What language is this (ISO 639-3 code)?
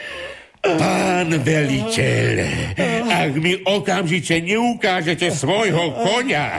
slk